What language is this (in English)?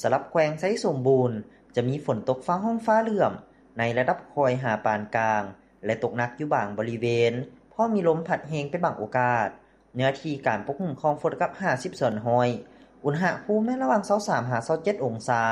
Lao